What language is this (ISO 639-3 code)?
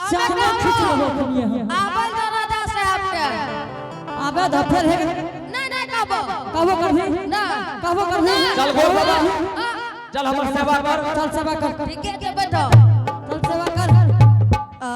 anp